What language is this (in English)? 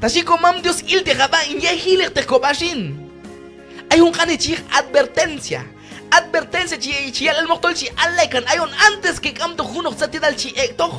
Q'anjob'al